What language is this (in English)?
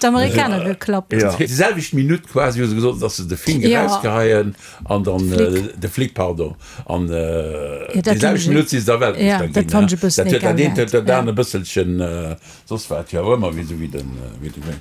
Luxembourgish